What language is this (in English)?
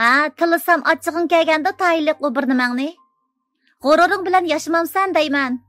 Uyghur